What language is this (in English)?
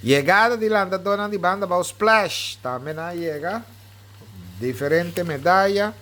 Papiamento